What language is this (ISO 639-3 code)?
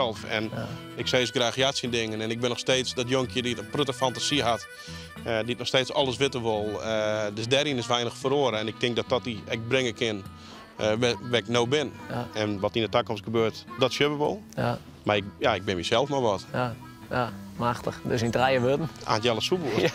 fry